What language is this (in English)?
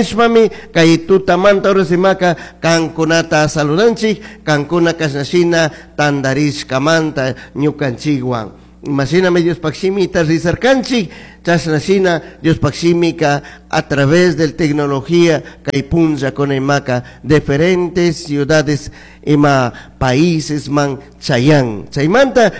Chimborazo Highland Quichua